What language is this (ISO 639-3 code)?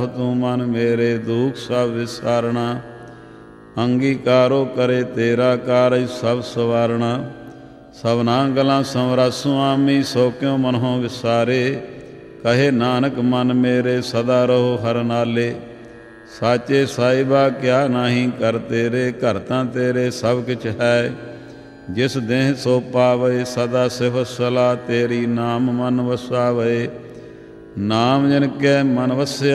pan